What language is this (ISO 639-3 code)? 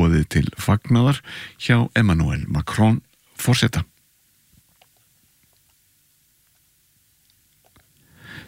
isl